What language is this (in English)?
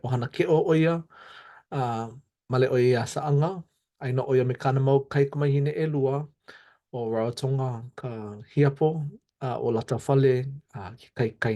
Hawaiian